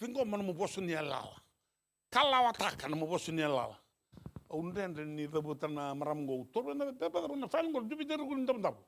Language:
Fijian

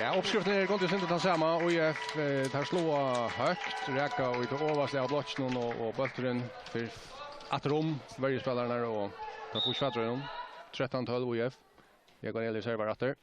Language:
Faroese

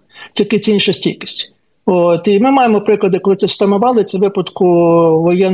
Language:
Ukrainian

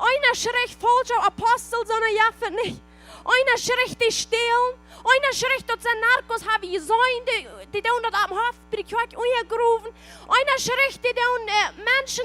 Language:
Plautdietsch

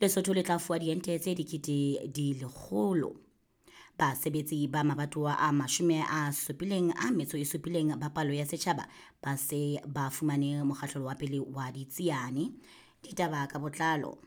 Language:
Southern Sotho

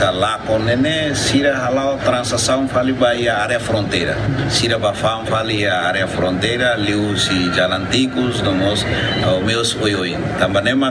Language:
Tetum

